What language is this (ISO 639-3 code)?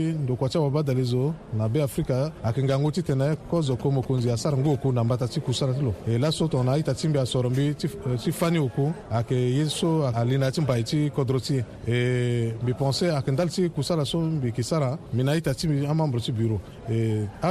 sag